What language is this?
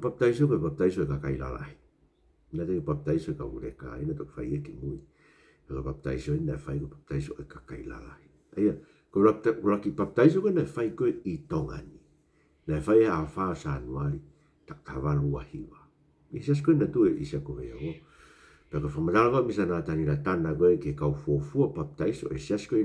Tongan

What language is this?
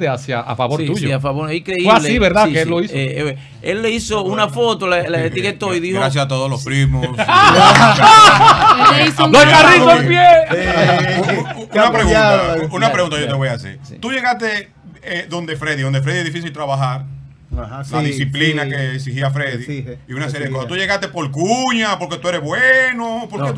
Spanish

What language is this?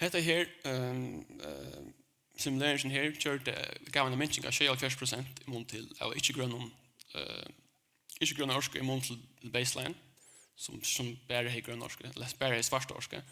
Faroese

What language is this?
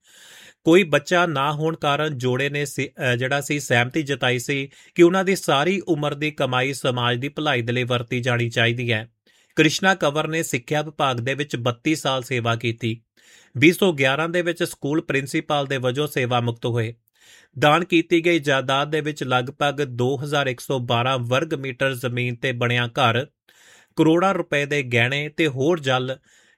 Punjabi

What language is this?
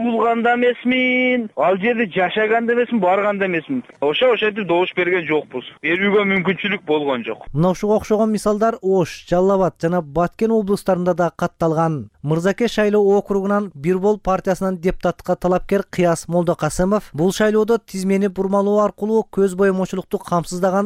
Kyrgyz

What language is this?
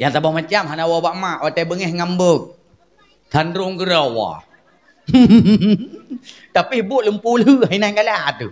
Achinese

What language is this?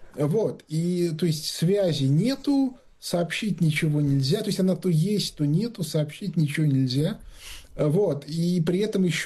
Russian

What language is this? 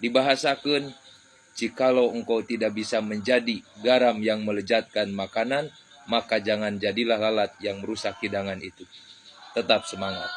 Sundanese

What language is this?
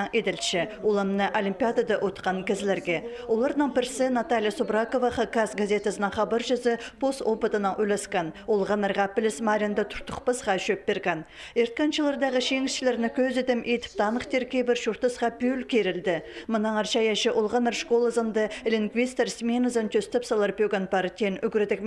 Khakas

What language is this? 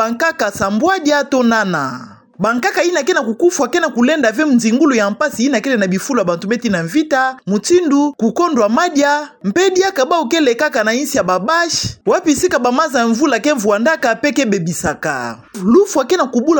Kituba (Democratic Republic of Congo)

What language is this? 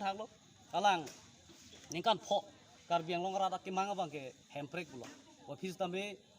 Karbi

